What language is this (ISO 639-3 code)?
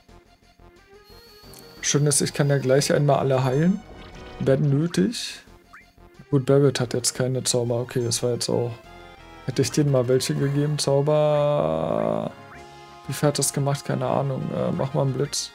deu